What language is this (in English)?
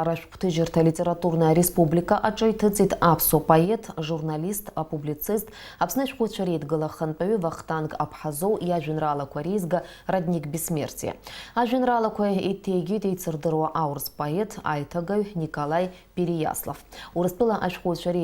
Abkhazian